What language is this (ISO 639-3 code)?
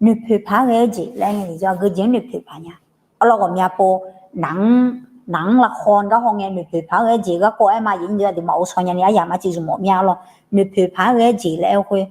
ahk